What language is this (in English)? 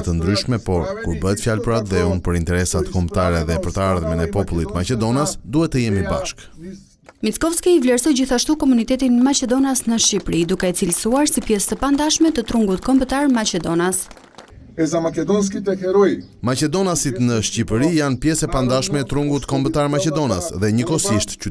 Albanian